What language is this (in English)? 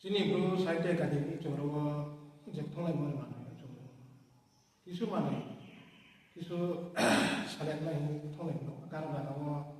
Riang (India)